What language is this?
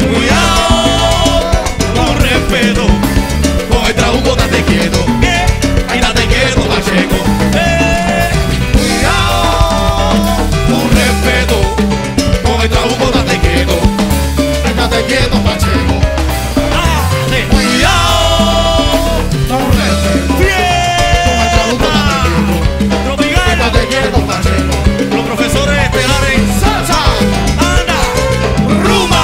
Spanish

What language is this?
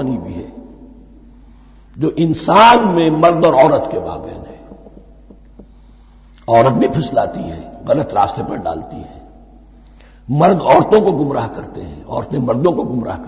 Urdu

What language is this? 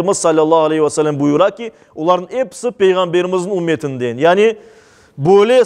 Crimean Tatar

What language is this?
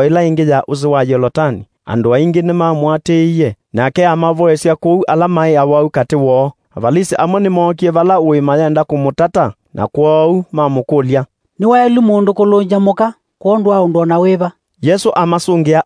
Kamba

